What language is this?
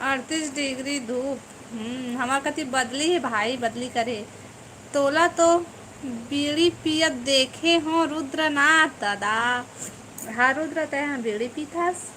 Chhattisgarhi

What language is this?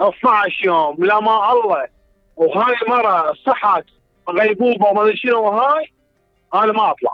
Mesopotamian Arabic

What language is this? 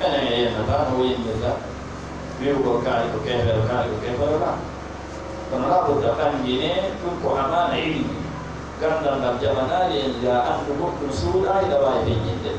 Fula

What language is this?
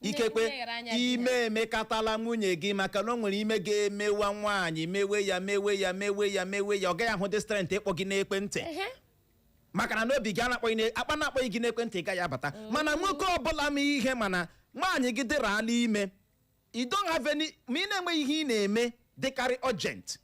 Igbo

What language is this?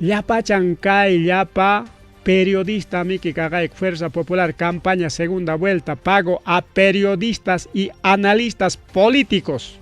Ayacucho Quechua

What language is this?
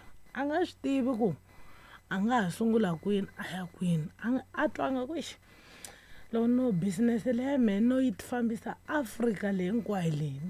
Tsonga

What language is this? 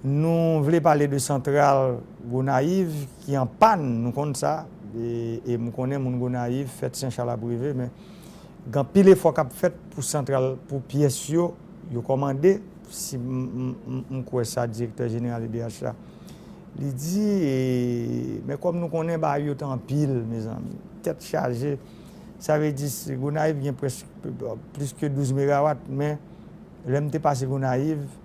Haitian Creole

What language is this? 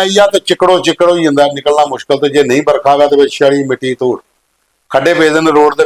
Dogri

